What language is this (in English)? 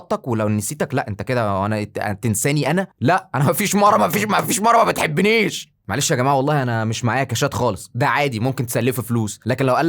Egyptian Arabic